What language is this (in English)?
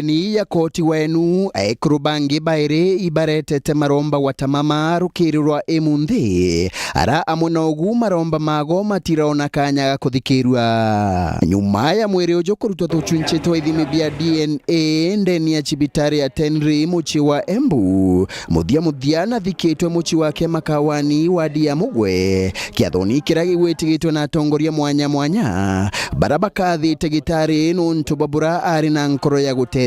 Meru